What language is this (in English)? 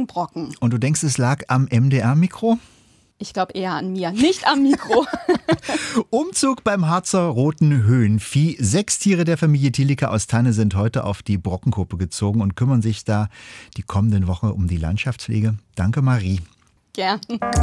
German